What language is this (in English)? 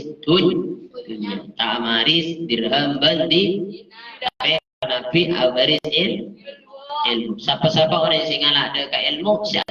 Madurese